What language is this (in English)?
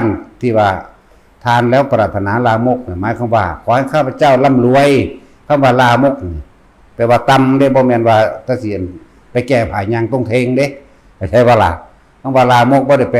Northeastern Thai